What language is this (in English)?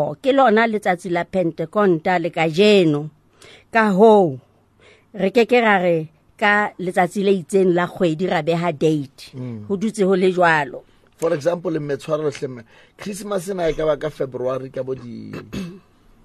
Southern Sotho